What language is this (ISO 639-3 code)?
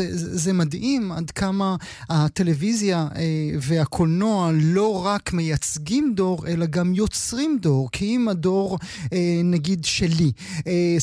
heb